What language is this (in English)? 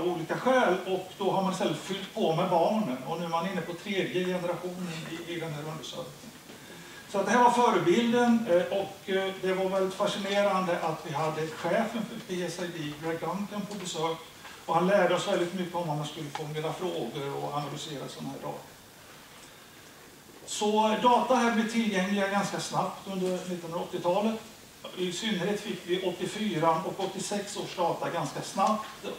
Swedish